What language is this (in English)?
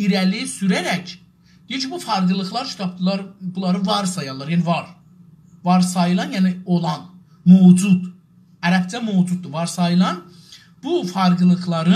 South Azerbaijani